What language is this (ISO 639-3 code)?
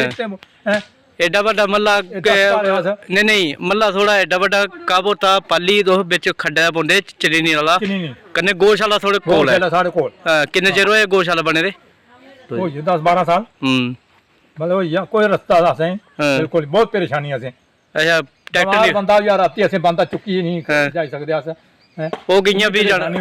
doi